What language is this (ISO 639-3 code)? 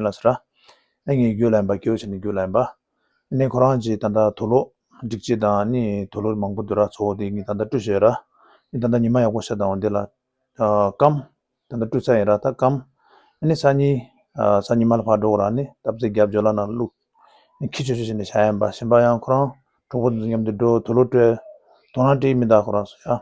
bod